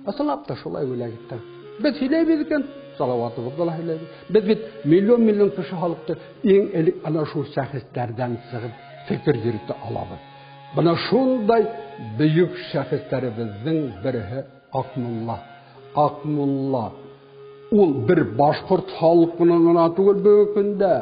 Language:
Bashkir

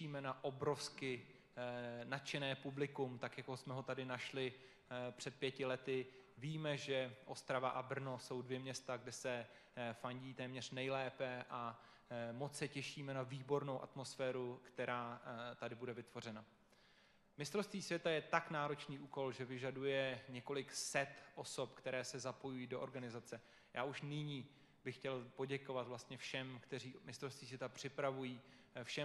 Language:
Czech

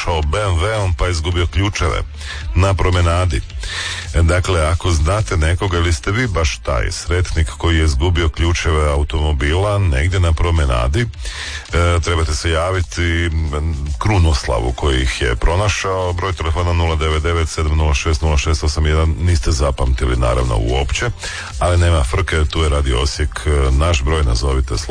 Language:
Croatian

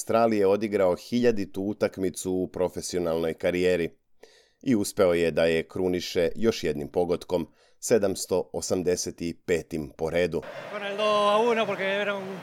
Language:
Serbian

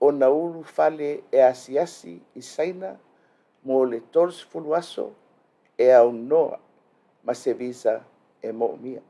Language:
Samoan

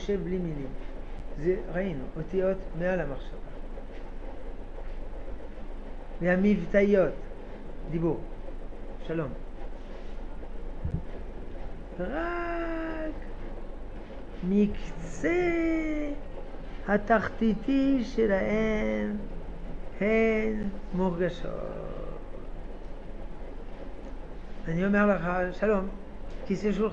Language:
Hebrew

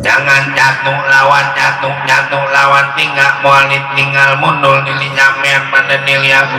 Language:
Betawi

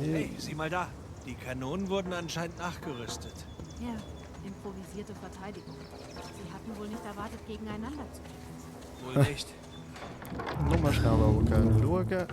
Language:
Swiss German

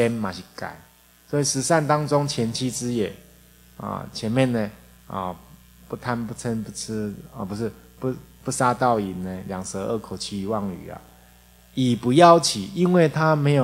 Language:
Chinese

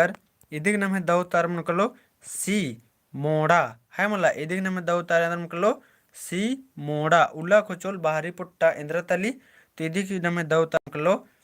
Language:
Kurukh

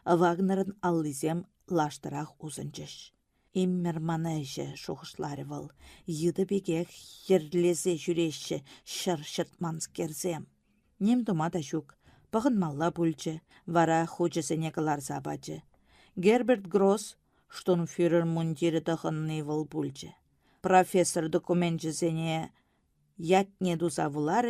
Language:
Chuvash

